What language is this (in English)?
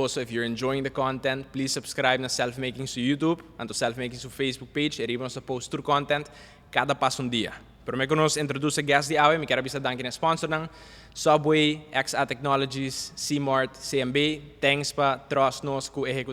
Papiamento